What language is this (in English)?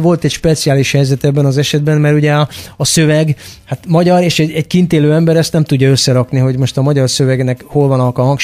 Hungarian